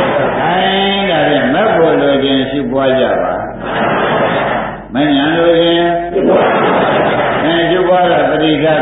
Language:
Burmese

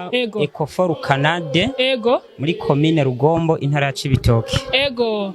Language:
Rundi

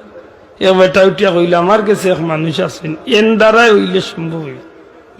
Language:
Sylheti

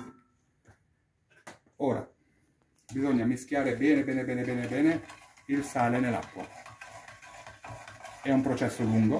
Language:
Italian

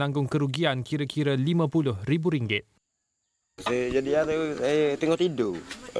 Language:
Malay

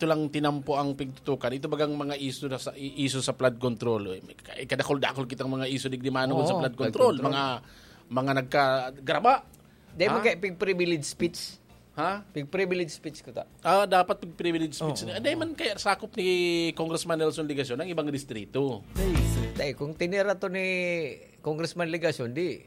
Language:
Bikol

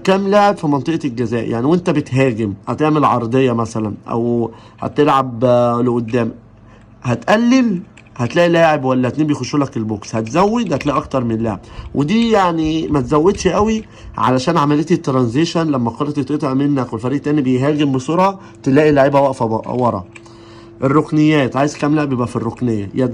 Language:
Egyptian Arabic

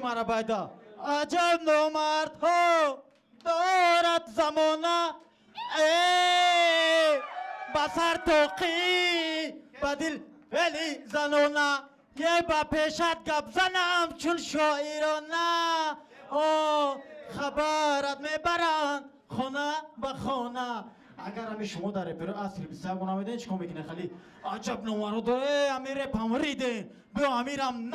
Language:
Tajik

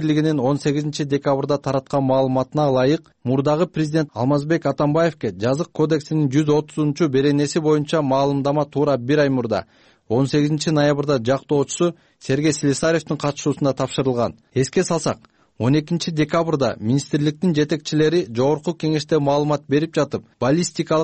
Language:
Kyrgyz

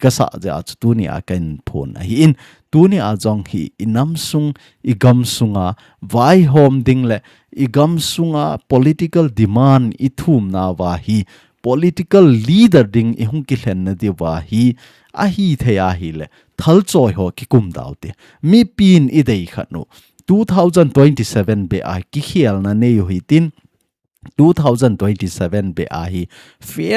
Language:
Thado Chin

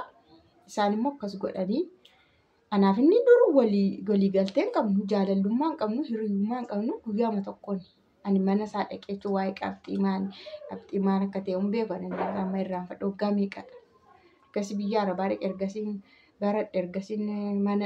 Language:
Oromo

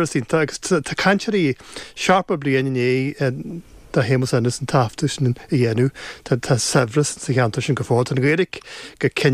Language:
Irish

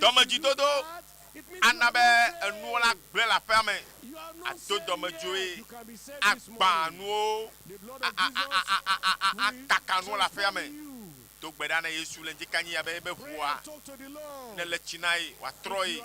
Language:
Ewe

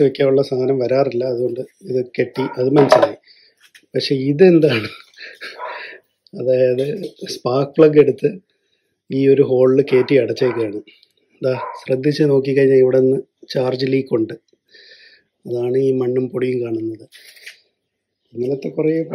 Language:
Malayalam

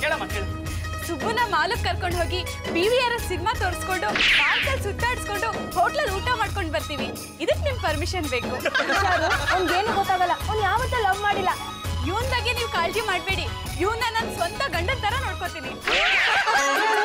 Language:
Kannada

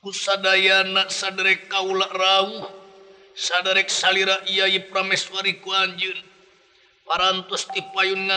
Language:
Sundanese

